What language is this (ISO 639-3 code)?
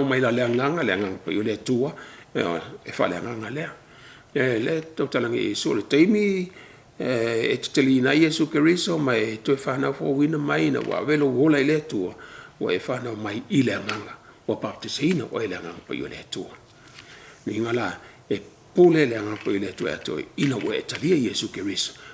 smo